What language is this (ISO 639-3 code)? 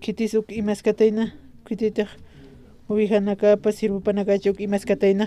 aym